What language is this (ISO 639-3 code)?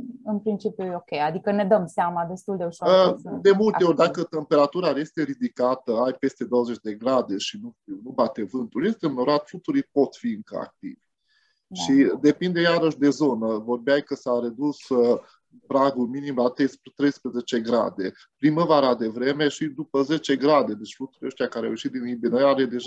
ron